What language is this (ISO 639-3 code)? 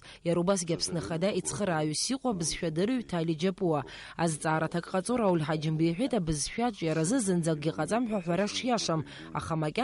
abk